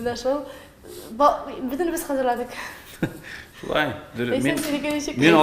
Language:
Tatar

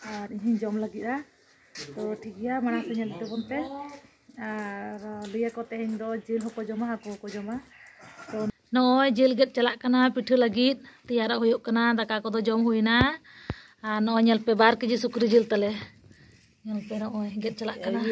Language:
Santali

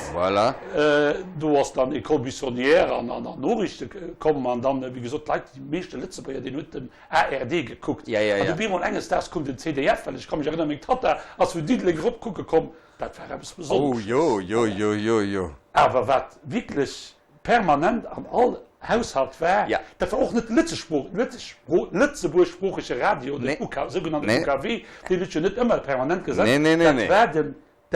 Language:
Luxembourgish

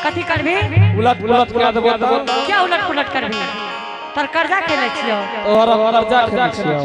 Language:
Angika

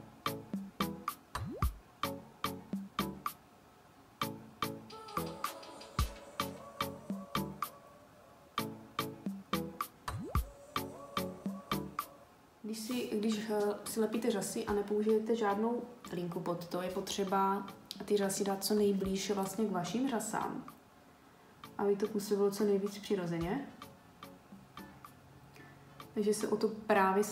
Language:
Czech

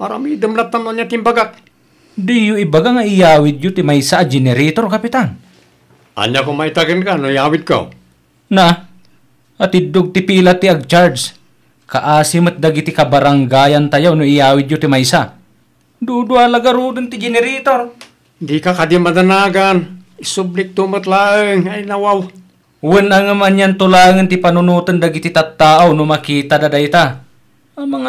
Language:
Iloko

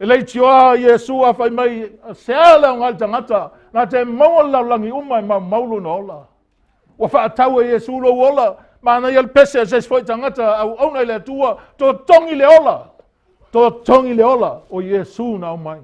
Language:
Samoan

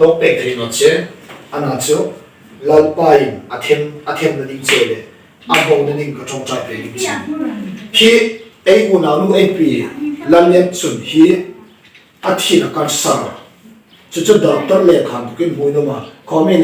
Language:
Hmar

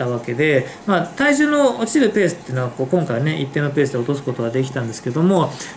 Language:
Japanese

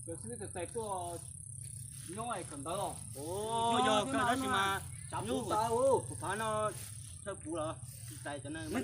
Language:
Hmong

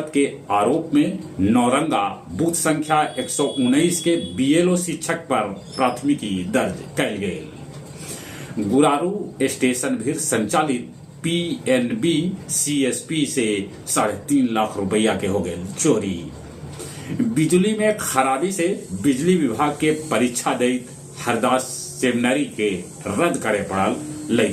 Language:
Magahi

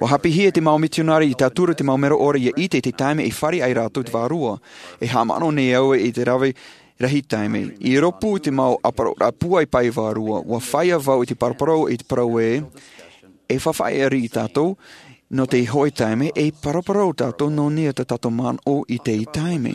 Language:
Tahitian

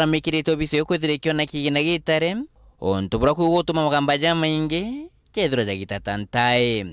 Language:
Meru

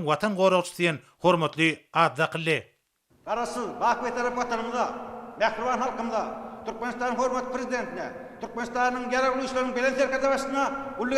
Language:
Turkmen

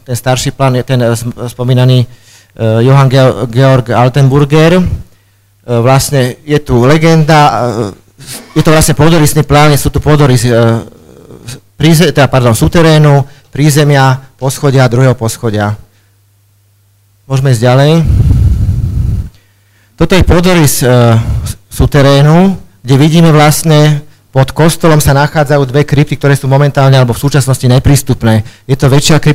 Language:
Slovak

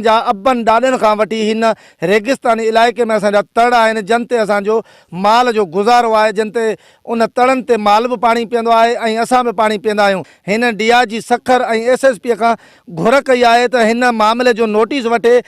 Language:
Sindhi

